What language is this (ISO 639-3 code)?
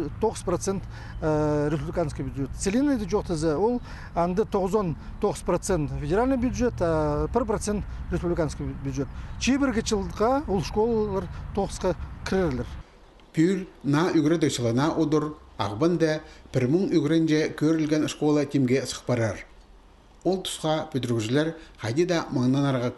kjh